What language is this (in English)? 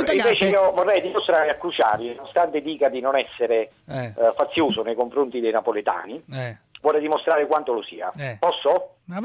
Italian